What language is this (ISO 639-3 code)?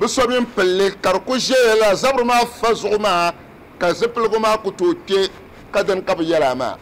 dag